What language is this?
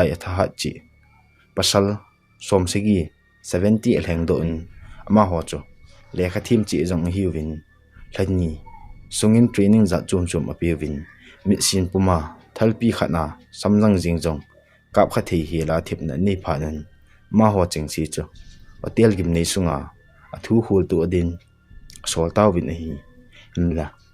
Thado Chin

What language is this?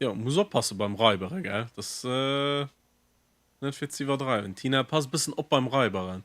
Luxembourgish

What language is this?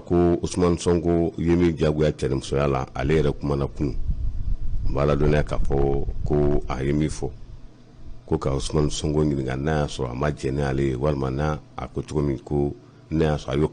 Bambara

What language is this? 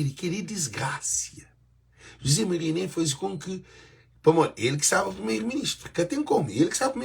Kabuverdianu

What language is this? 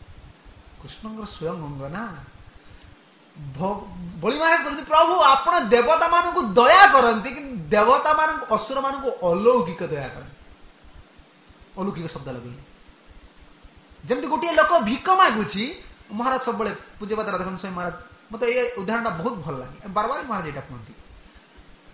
Odia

